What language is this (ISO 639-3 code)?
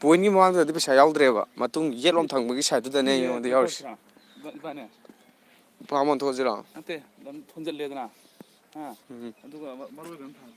mni